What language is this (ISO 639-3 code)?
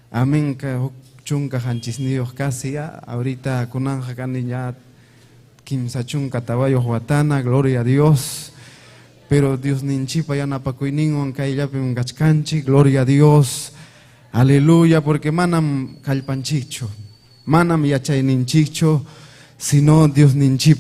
quy